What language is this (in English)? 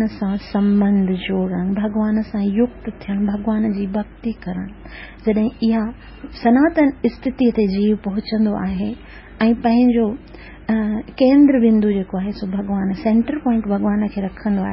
Sindhi